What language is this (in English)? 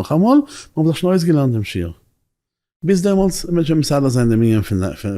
Yiddish